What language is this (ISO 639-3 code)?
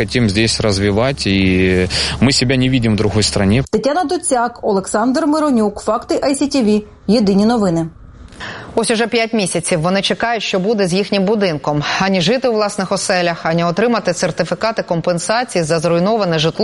ukr